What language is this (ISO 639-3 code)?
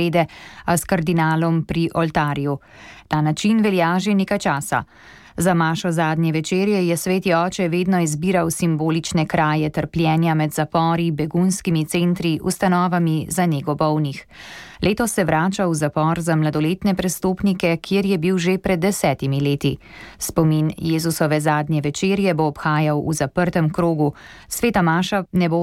slv